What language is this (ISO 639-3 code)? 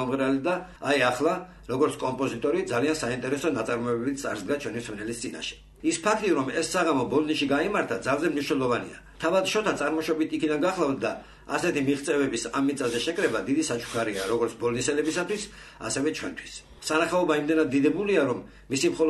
kat